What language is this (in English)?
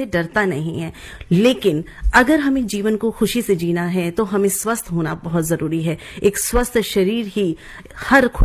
Hindi